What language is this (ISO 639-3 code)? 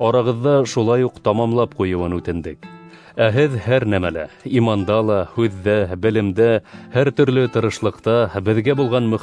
bak